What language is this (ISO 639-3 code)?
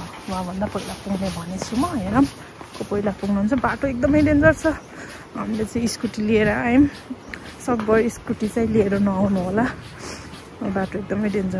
nep